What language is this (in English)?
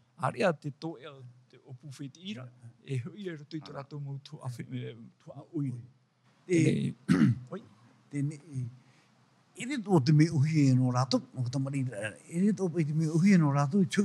Tahitian